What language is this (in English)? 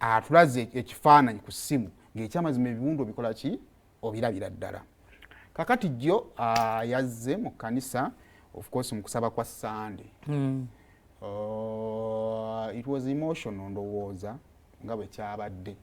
Ganda